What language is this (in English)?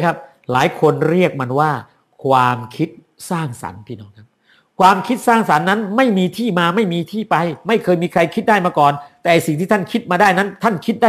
Thai